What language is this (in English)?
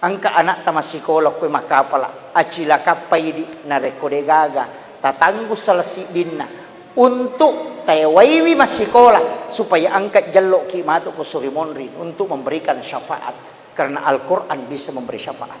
Buginese